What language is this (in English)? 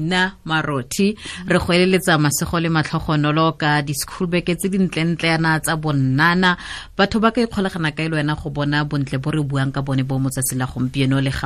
Tswana